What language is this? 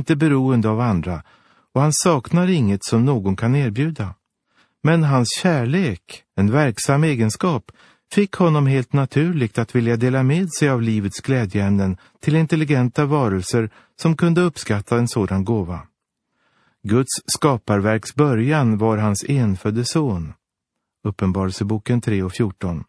Swedish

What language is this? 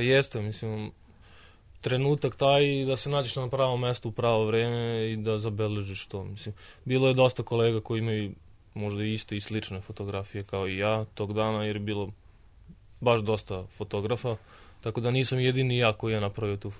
Serbian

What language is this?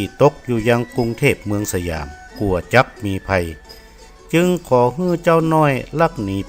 Northern Thai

